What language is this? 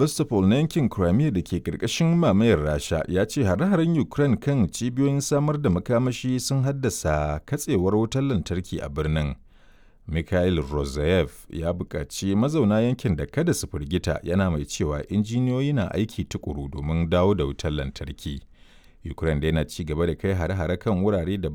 Hausa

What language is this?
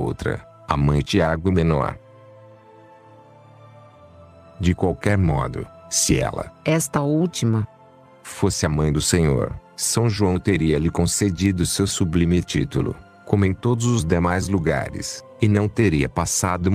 Portuguese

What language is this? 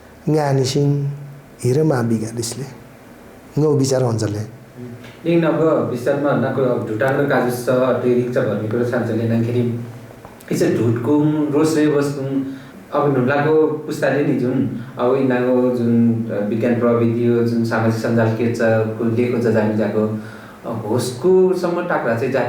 Nepali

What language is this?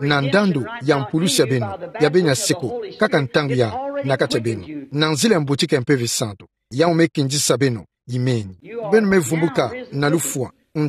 Kituba (Democratic Republic of Congo)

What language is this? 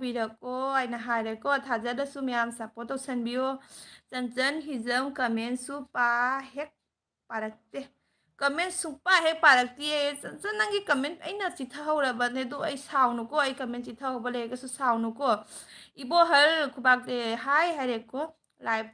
Manipuri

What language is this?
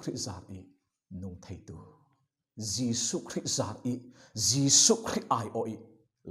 Falam Chin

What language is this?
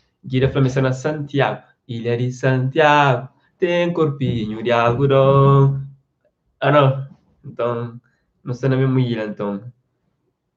Kabuverdianu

